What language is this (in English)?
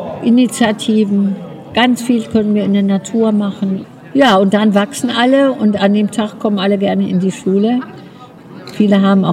German